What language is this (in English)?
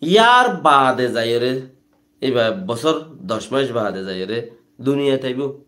Rohingya